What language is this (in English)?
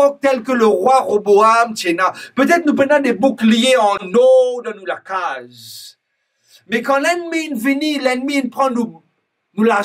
Morisyen